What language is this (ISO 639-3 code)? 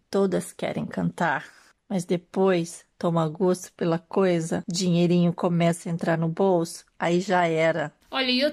por